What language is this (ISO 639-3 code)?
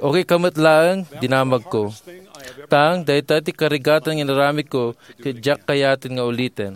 ilo